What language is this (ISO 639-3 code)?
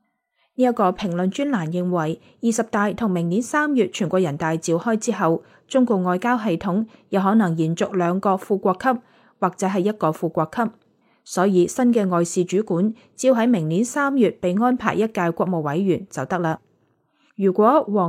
yue